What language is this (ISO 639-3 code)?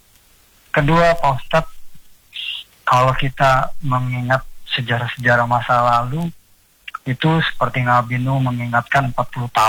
ind